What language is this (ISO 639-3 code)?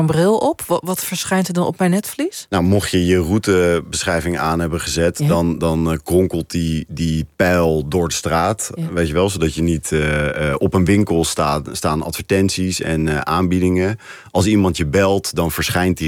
nld